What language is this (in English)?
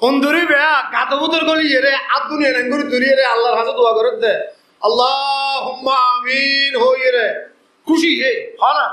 Rohingya